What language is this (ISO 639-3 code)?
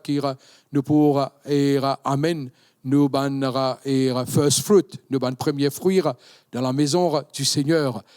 mfe